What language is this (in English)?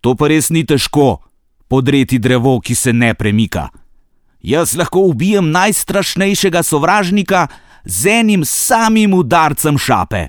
Slovenian